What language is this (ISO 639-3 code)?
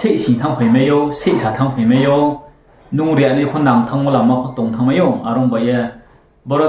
ria